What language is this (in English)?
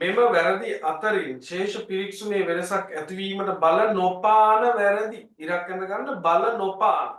Sinhala